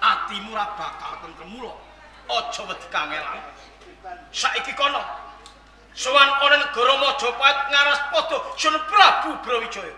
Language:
Javanese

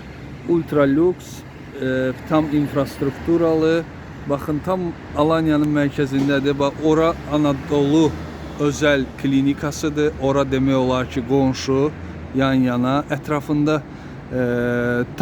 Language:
Azerbaijani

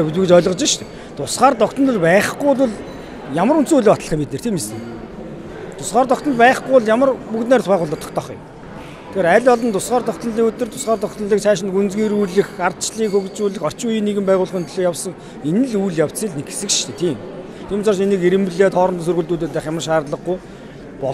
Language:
Mongolian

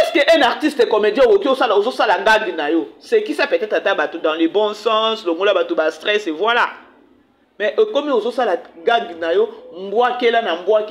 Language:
Lingala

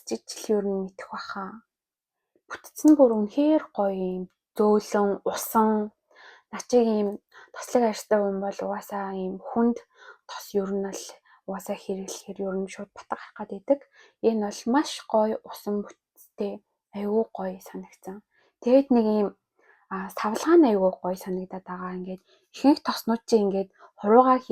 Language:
Mongolian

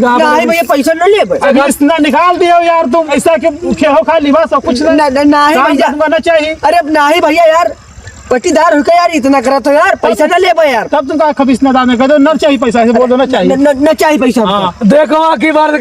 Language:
Awadhi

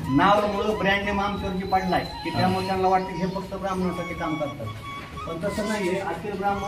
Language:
Marathi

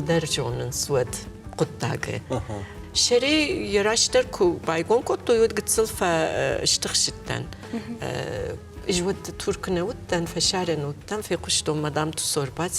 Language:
Ossetic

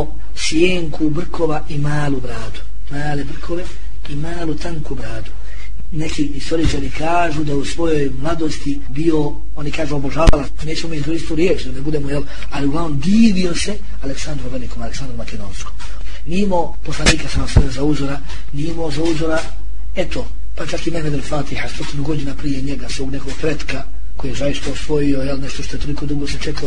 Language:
Bosnian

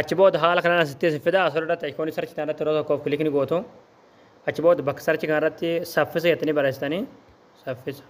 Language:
Oromo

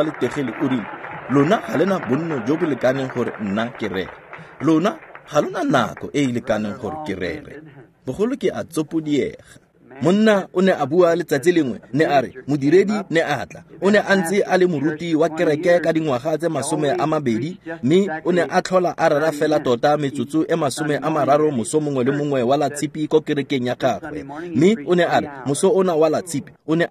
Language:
Tswana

